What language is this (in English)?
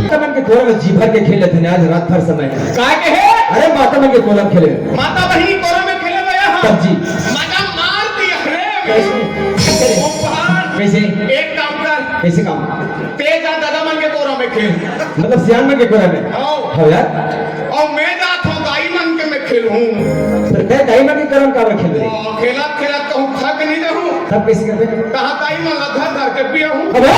Chhattisgarhi